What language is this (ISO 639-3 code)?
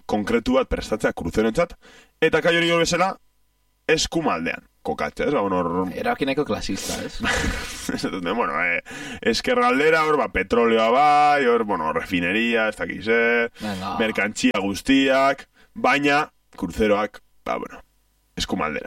eus